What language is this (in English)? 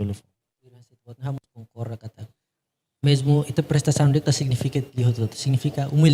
Tetum